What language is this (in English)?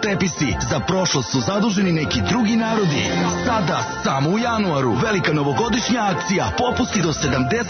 Serbian